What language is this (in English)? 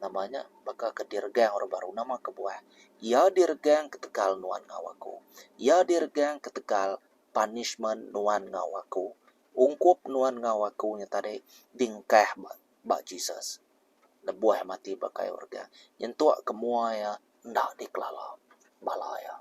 Iban